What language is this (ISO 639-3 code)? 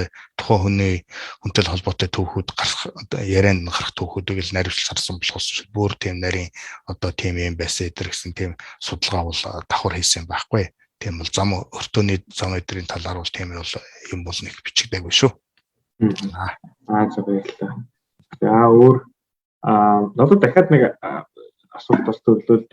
mon